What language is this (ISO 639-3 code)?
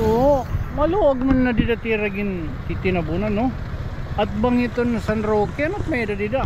war